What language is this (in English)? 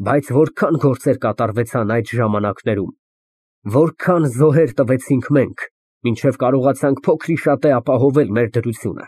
Armenian